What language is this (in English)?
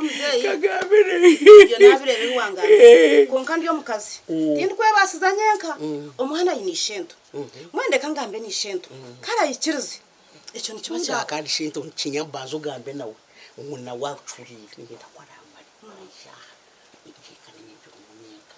Nyankole